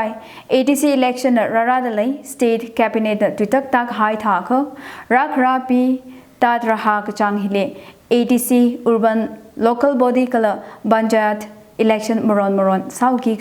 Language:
Tangkhul Naga (India)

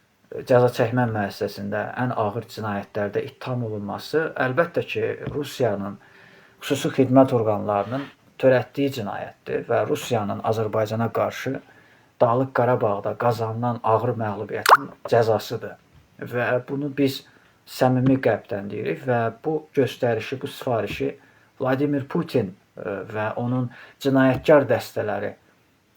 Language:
Azerbaijani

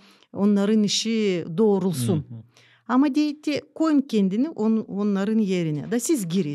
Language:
Gagauz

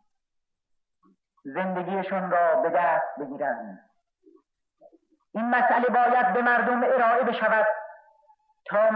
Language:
Persian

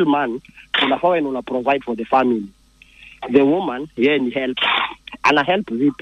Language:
Swahili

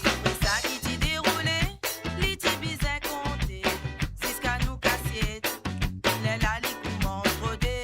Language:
Morisyen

